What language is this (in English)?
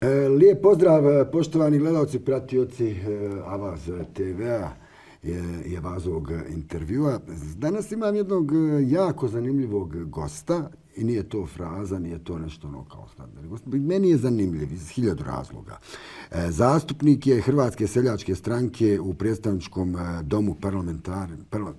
Bosnian